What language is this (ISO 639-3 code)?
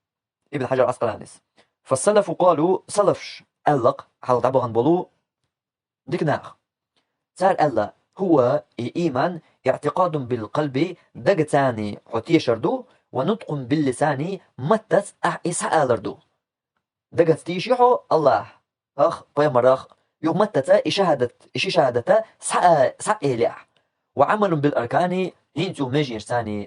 che